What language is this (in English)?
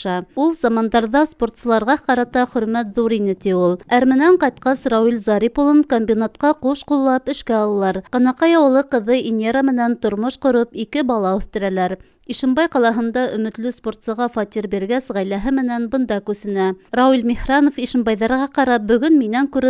Bashkir